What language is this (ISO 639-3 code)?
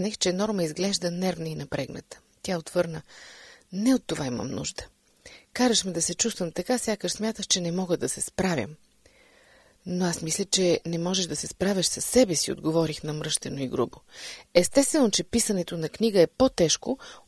bul